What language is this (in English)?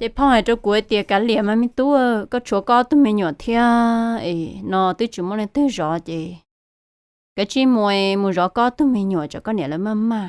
Hmong